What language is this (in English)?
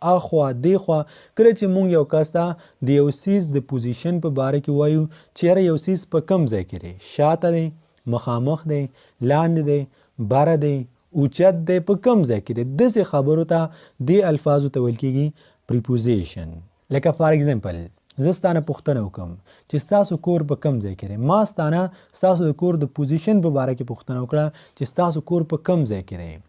Pashto